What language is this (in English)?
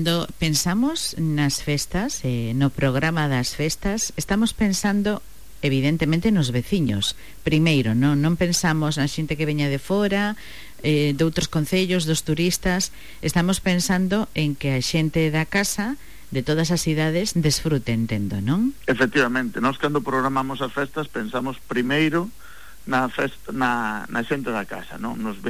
Galician